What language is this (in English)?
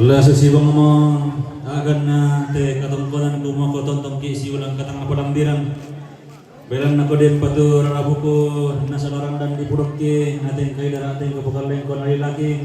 Toraja-Sa'dan